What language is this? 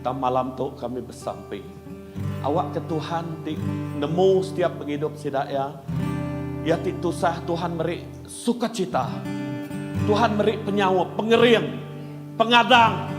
Iban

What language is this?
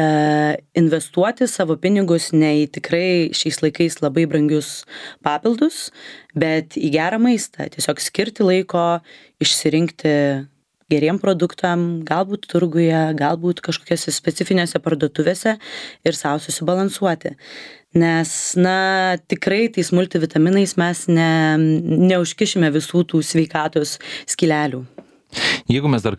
Lithuanian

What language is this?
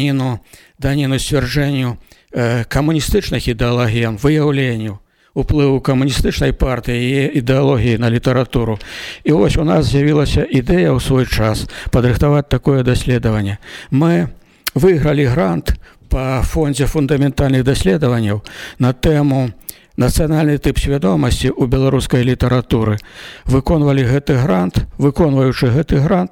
Belarusian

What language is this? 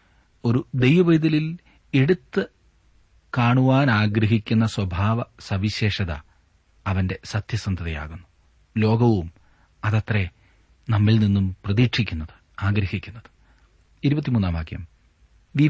Malayalam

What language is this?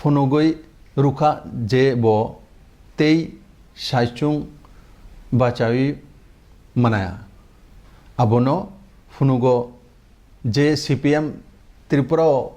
Kok Borok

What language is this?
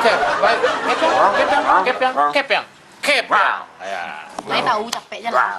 Minangkabau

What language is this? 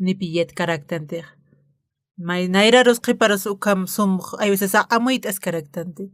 Aymara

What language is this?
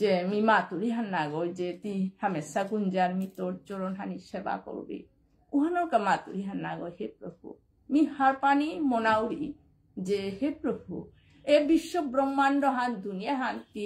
Bishnupriya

